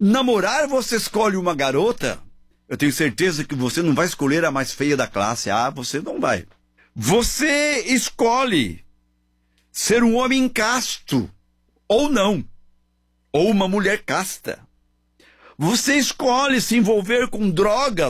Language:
Portuguese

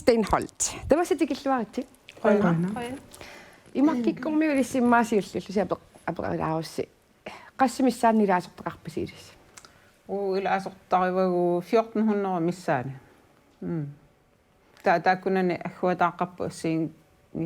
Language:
Kalaallisut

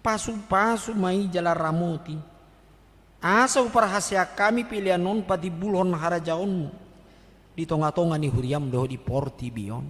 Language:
Batak Toba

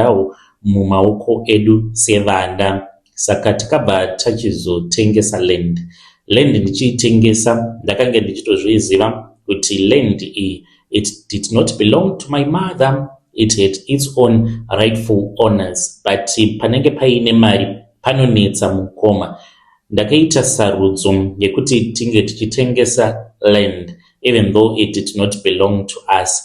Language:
Shona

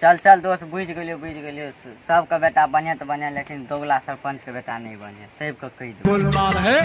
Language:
Maithili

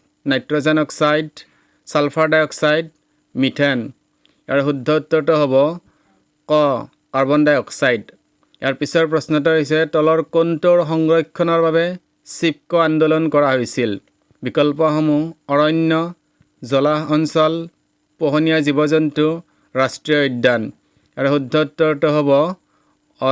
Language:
Assamese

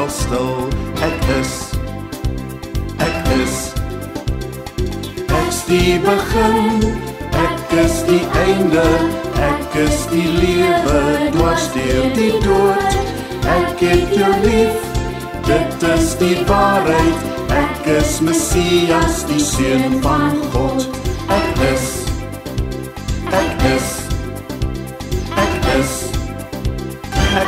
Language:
Afrikaans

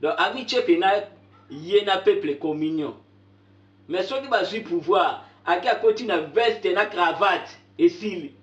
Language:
Lingala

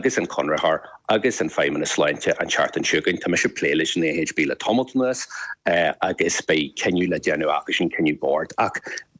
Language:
Irish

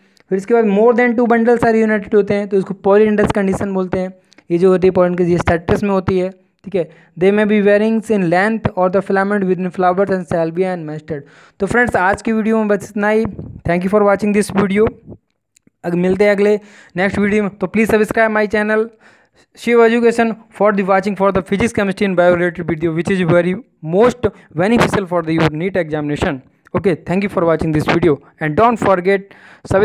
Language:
Hindi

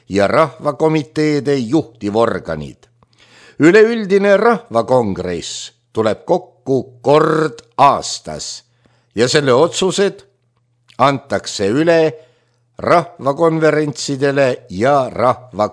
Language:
Estonian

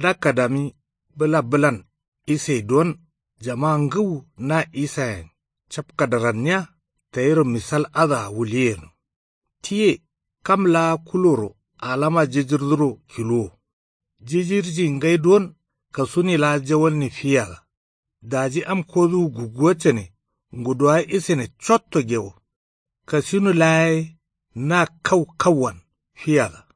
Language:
Kanuri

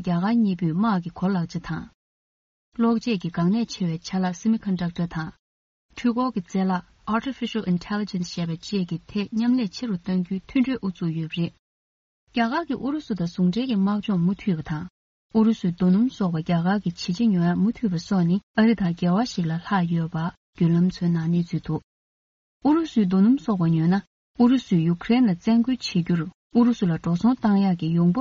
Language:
Tibetan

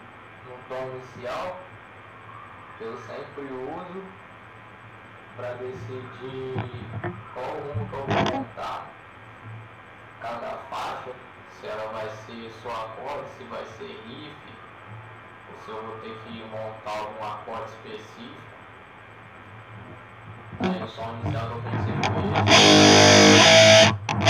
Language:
Portuguese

